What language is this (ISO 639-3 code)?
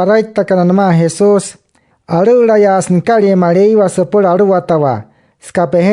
guc